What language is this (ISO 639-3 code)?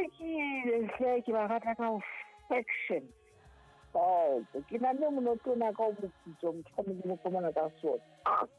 sot